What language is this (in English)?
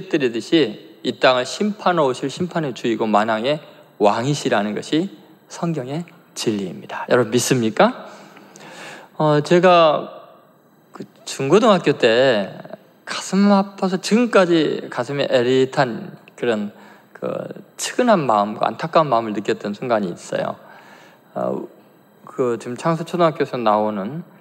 Korean